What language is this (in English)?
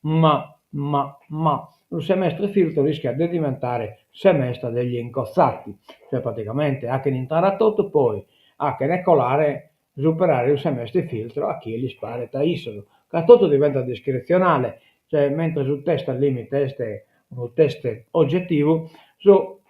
Sardinian